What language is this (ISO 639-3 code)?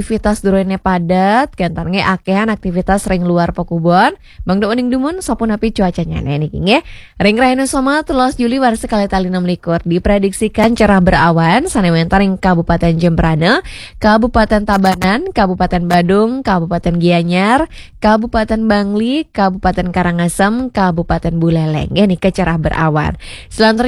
ban